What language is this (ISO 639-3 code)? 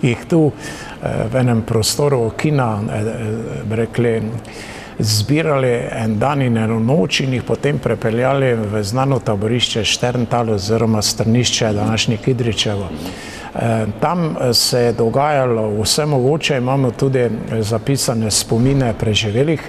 slv